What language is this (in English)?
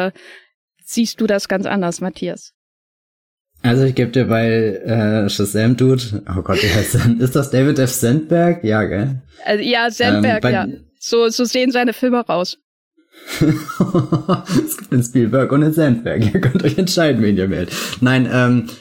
German